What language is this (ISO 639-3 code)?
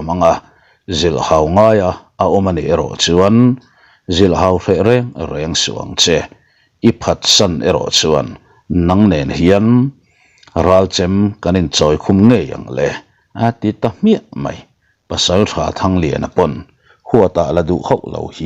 lus